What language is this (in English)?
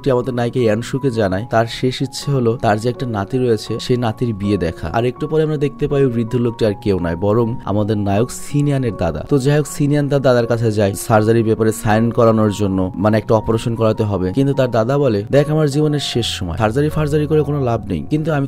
Bangla